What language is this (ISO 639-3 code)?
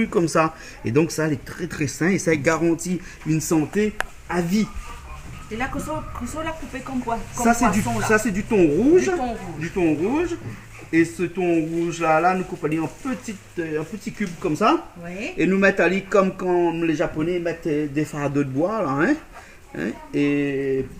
rcf